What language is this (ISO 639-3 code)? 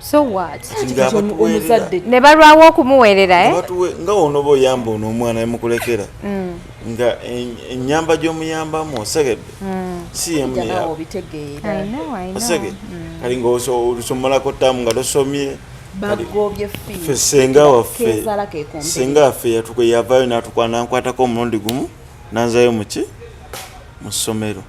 lug